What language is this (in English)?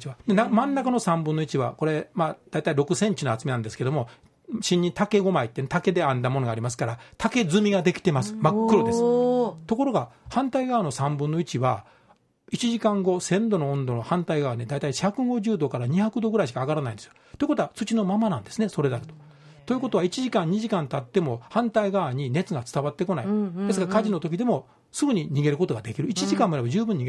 Japanese